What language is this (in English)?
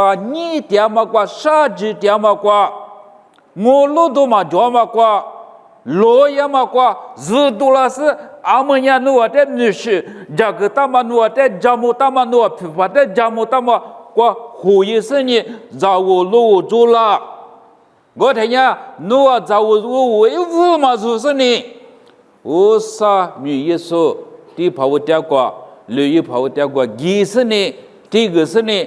Lisu